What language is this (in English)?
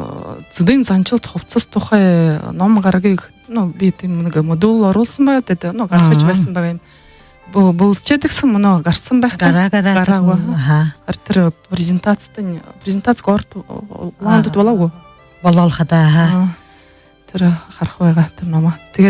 Buriat